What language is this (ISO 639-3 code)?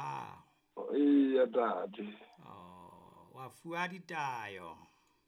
sot